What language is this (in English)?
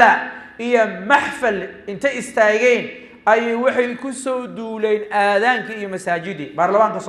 Somali